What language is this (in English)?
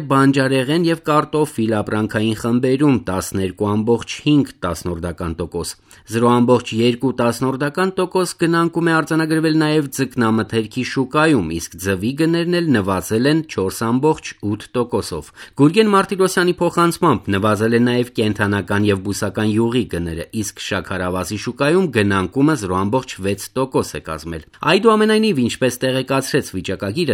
Armenian